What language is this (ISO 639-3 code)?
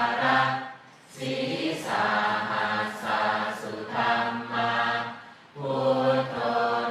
pli